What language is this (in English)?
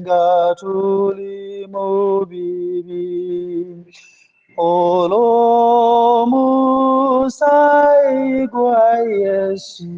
Ganda